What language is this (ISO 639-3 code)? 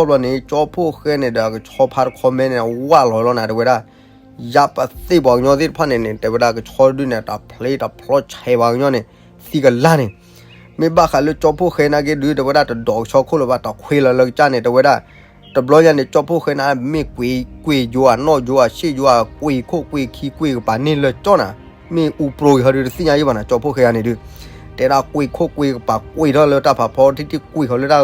ksw